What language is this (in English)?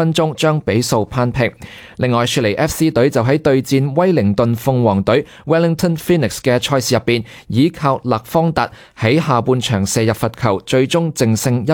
Cantonese